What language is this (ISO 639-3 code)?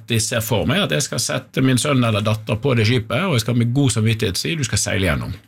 nor